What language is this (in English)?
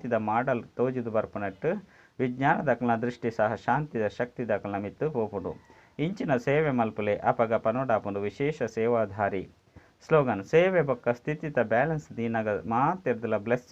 Tulu